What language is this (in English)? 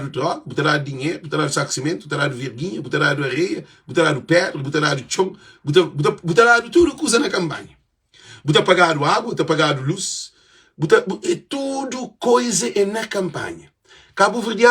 Kabuverdianu